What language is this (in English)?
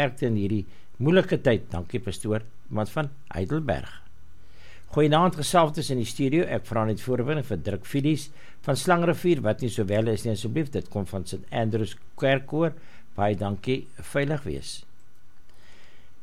Afrikaans